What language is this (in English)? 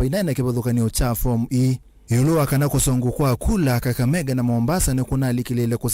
Kamba